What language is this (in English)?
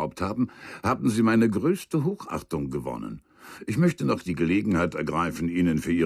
Bavarian